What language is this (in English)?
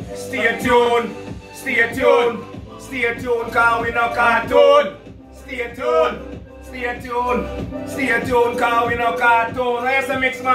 Jamaican Creole English